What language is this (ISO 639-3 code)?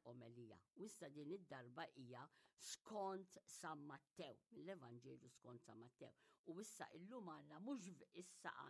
mlt